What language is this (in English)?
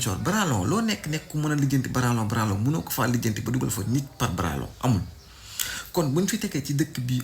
Wolof